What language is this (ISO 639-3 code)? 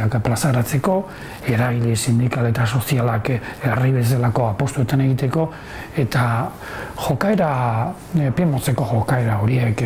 eus